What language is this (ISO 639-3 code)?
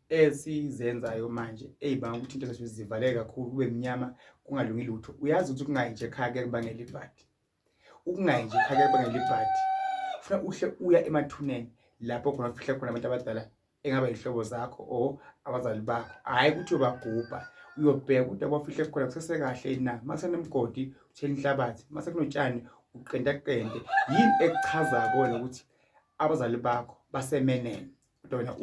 zul